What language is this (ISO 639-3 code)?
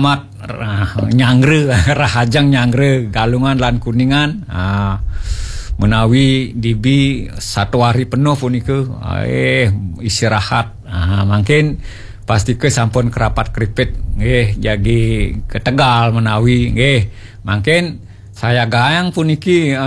ban